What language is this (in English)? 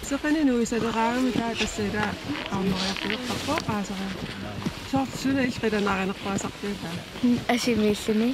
Kalaallisut